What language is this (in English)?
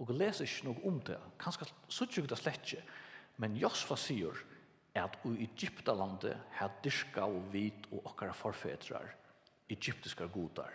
Faroese